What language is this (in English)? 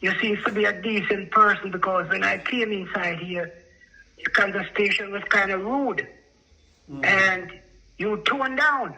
Jamaican Creole English